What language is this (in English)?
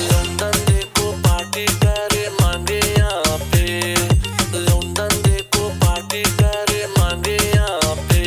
Fiji Hindi